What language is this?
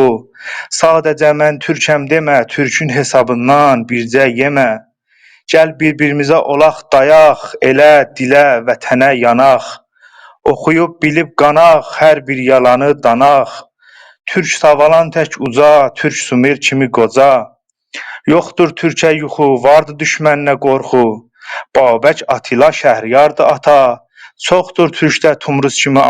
South Azerbaijani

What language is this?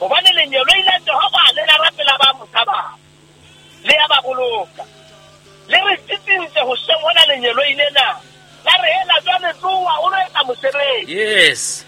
Southern Sotho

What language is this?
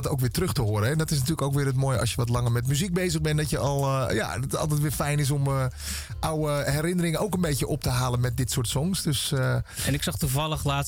Dutch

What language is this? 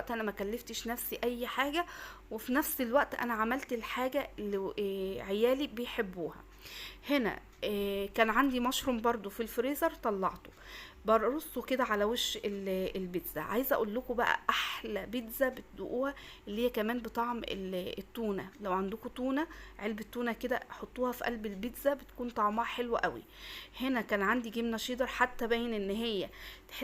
Egyptian Arabic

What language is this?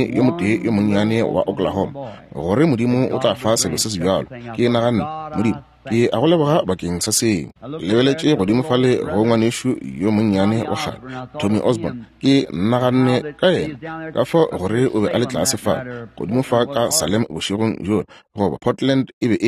Northern Sotho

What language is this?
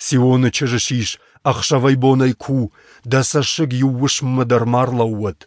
Ossetic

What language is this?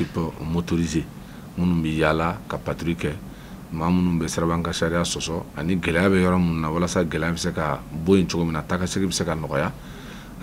Bambara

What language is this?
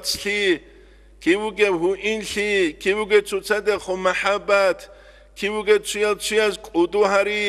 Avaric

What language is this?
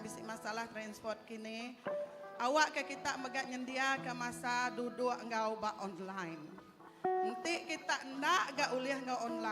Iban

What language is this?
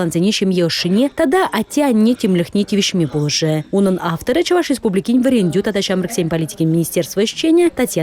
Chuvash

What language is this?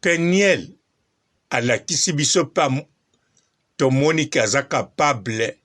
Lingala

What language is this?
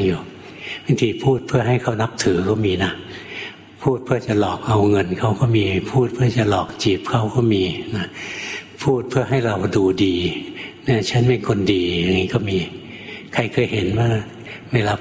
Thai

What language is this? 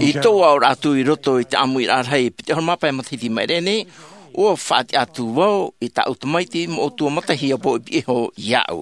Tahitian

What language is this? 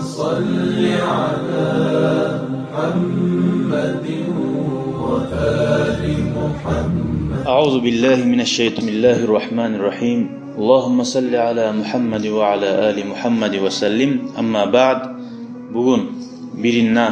Kumyk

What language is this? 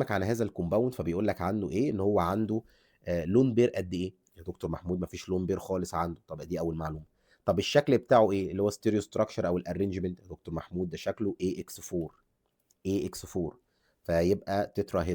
Egyptian Arabic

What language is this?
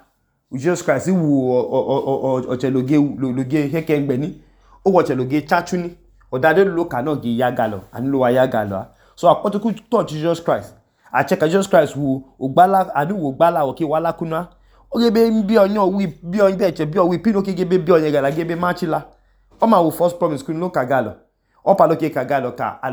Idoma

